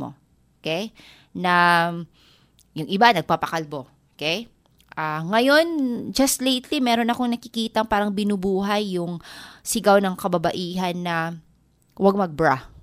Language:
Filipino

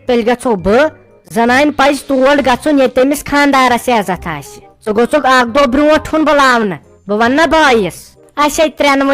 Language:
Kashmiri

